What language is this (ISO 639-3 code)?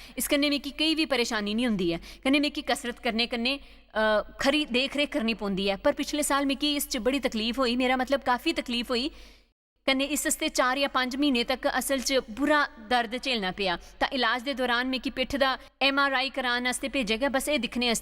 doi